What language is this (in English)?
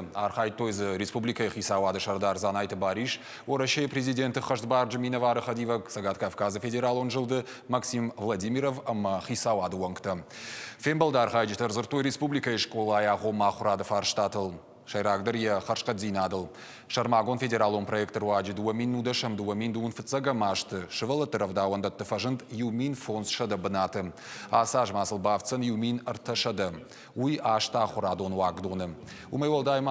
Ossetic